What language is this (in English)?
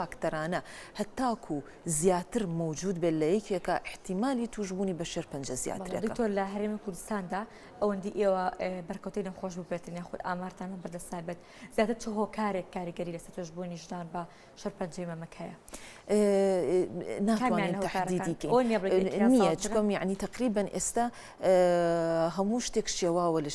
Central Kurdish